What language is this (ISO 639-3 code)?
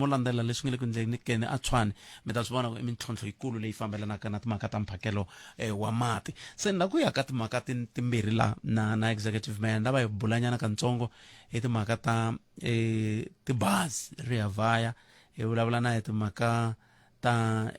tso